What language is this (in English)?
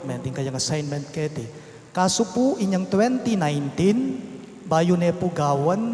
Pampanga